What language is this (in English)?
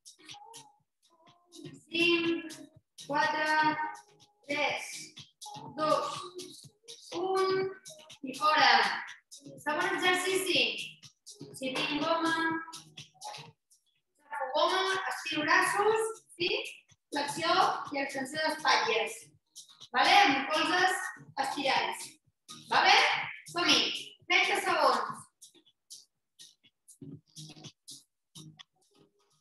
Catalan